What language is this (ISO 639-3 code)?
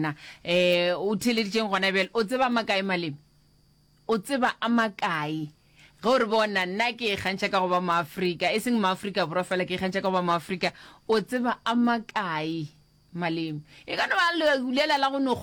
nso